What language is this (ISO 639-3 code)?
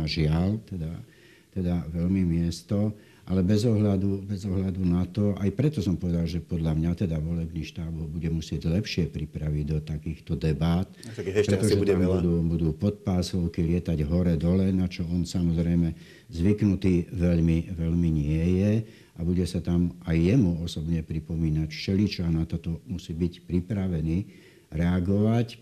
slk